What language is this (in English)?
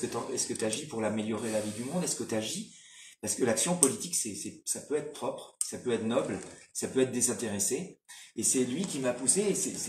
French